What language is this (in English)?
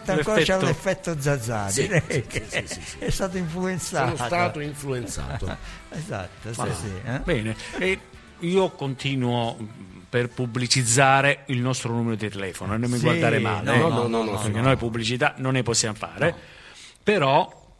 Italian